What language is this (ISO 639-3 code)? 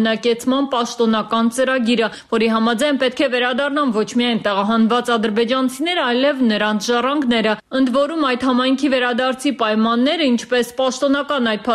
hye